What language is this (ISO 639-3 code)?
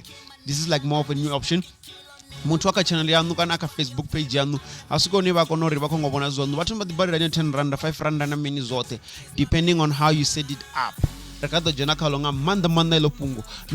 ven